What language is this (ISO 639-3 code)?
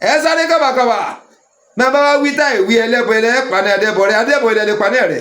yor